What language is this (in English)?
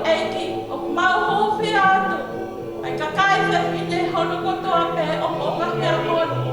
Tongan